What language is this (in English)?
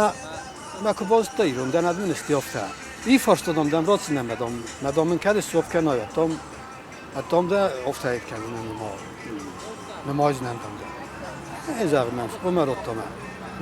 Ossetic